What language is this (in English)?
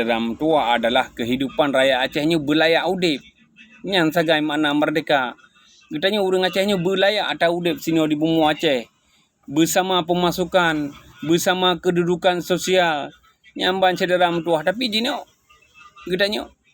Achinese